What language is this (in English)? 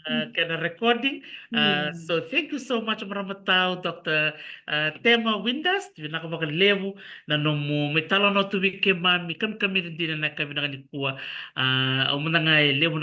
Fijian